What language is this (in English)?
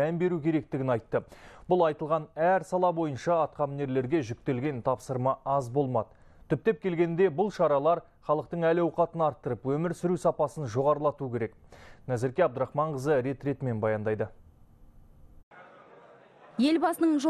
Kazakh